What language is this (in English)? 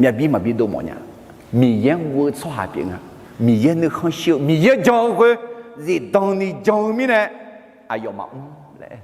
Akha